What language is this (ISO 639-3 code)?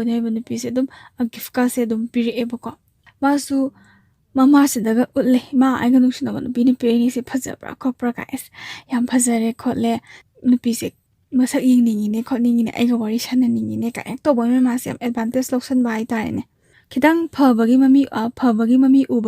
mni